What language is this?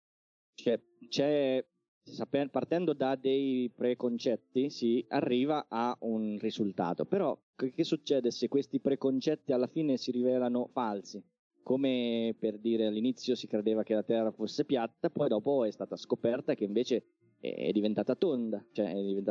Italian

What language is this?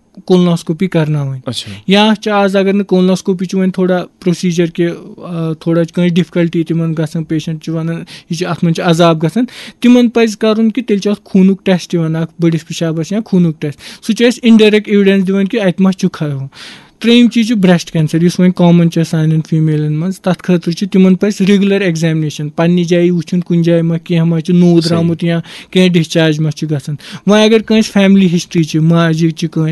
Kashmiri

